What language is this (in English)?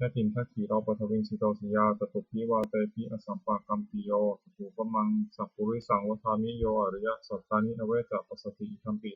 Pali